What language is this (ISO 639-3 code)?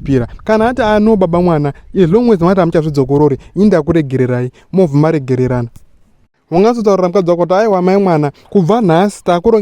sna